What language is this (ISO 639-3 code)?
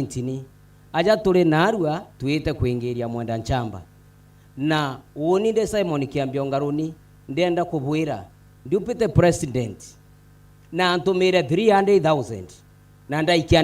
mer